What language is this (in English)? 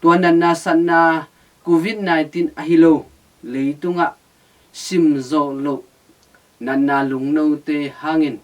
Tedim Chin